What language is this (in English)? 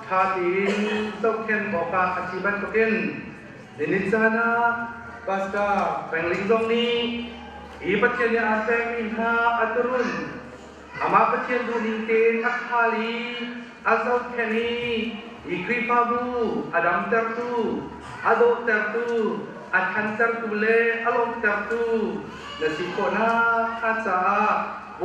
Hakha Chin